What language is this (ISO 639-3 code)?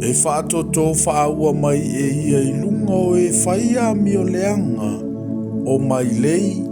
smo